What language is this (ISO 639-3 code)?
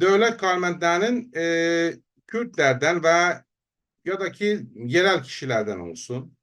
azb